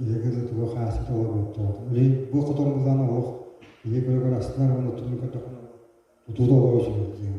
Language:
Yakut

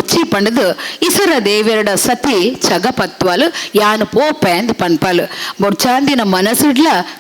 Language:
Tulu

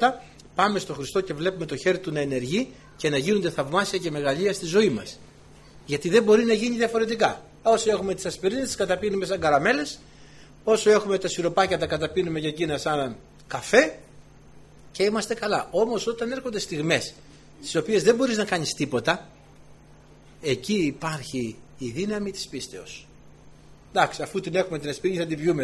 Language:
Greek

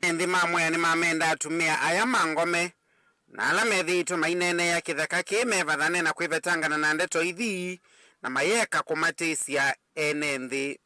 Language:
Kamba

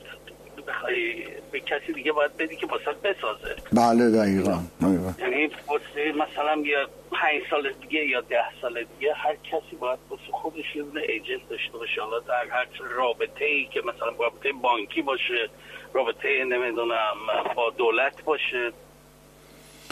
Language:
Persian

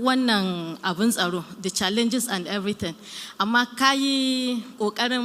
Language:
Hausa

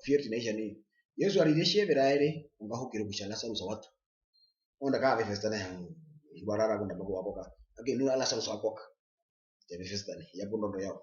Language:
Herero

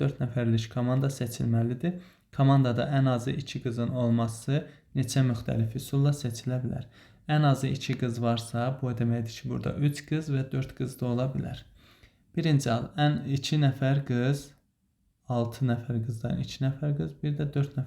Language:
Azerbaijani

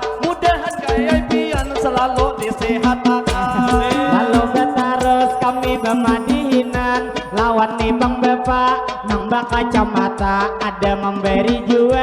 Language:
Banjar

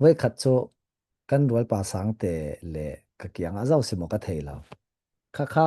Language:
Falam Chin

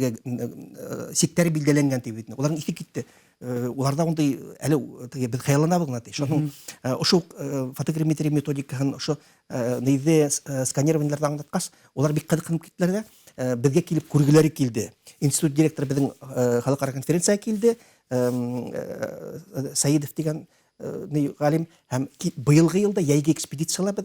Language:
Bashkir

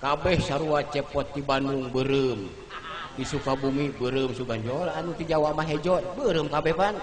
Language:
Sundanese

